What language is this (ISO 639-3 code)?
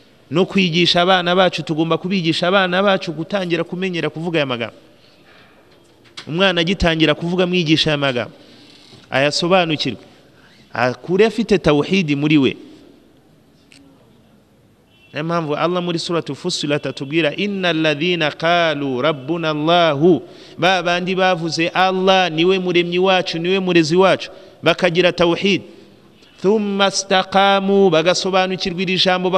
kin